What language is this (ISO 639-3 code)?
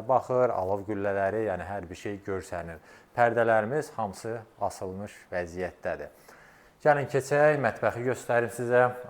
aze